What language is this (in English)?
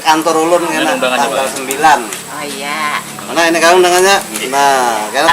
Banjar